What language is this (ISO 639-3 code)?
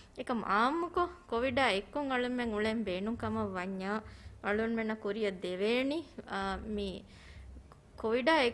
div